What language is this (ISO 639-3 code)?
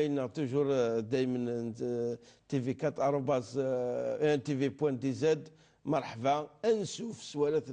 kab